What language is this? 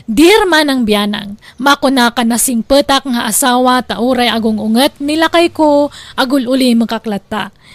Iloko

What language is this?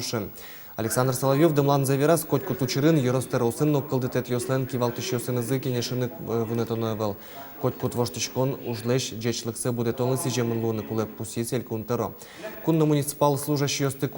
Udmurt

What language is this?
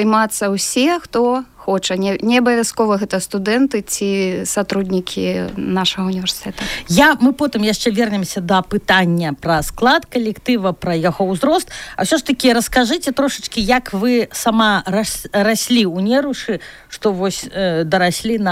Belarusian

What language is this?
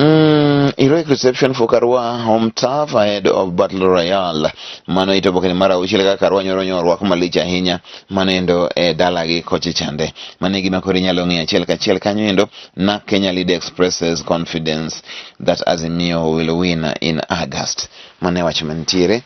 Luo (Kenya and Tanzania)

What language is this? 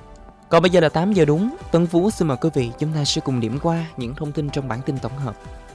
Vietnamese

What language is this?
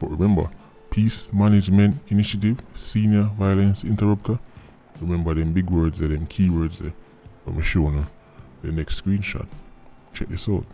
Jamaican Creole English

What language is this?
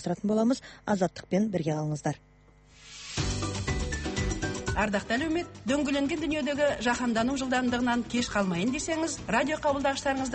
Kazakh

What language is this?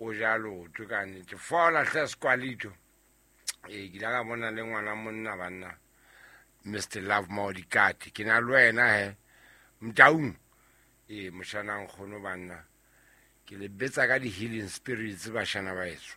Southern Sotho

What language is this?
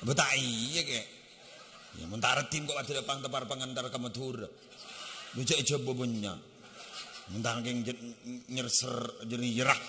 Madurese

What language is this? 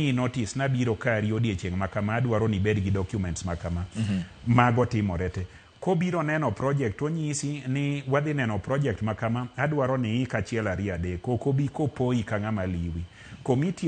Luo (Kenya and Tanzania)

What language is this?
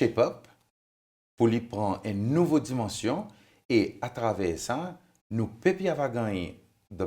Seselwa Creole French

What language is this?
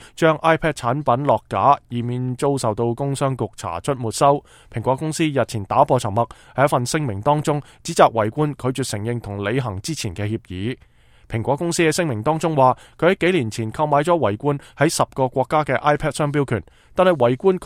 Cantonese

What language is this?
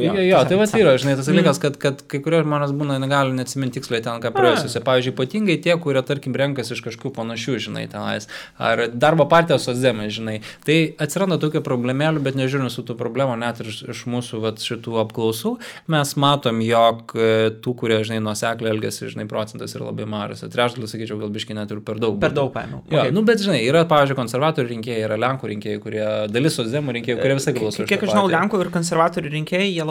Lithuanian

